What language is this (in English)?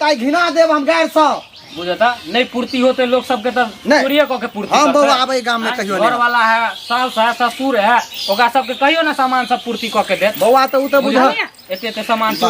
Maithili